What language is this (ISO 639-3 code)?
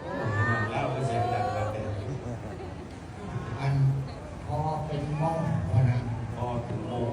lao